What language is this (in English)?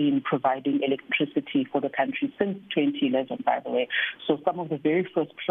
English